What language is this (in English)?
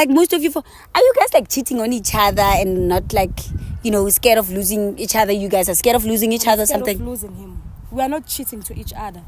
English